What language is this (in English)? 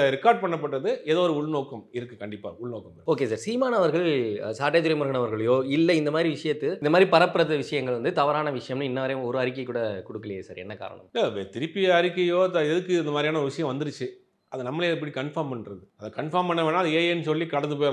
Tamil